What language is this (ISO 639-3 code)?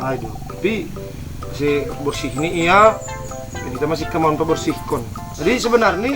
bts